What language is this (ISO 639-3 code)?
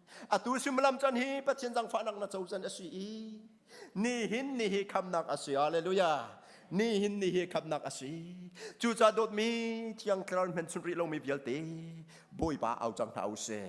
cnh